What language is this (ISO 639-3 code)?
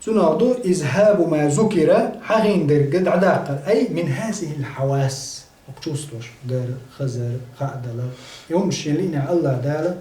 che